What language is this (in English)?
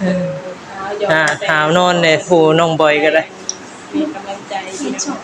Northeastern Thai